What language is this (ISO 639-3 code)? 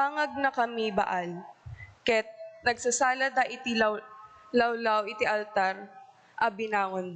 ilo